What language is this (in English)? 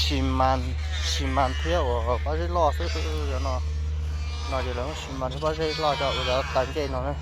Hmong